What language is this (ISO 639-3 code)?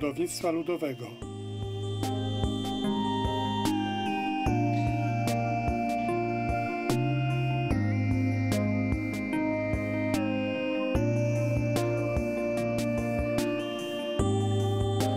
pol